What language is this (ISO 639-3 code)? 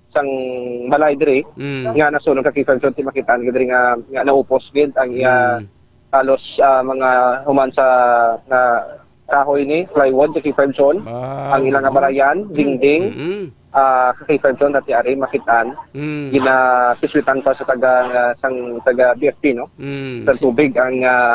hil